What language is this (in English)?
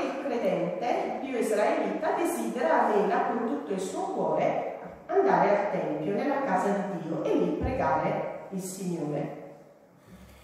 Italian